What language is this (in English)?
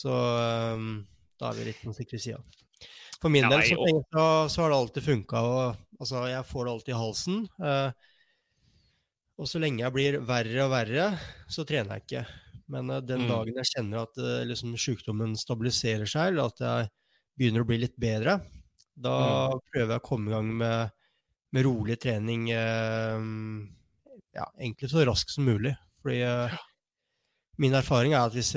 Norwegian